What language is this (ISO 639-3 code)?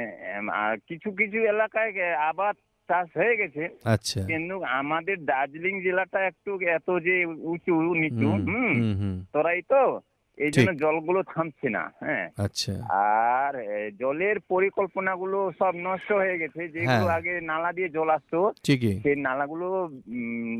ben